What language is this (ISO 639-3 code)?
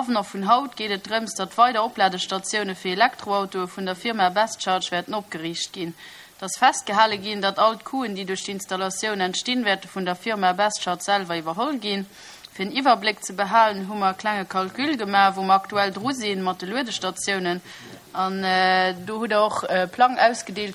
ltz